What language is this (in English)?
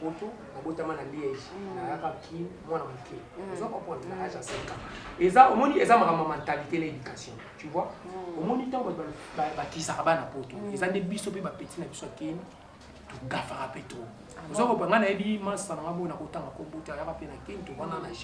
Lingala